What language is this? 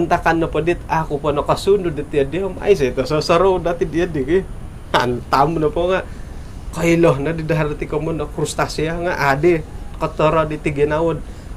Central Dusun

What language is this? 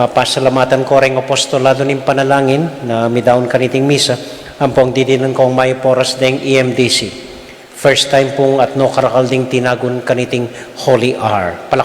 Pampanga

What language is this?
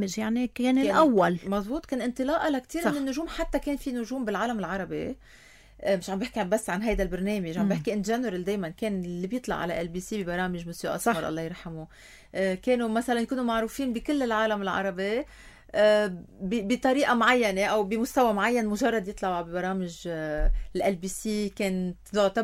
North Levantine Arabic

